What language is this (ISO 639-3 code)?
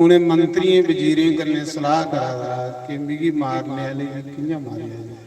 doi